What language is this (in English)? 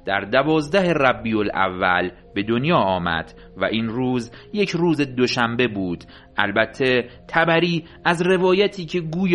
Persian